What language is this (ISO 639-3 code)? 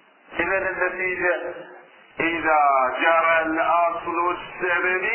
ara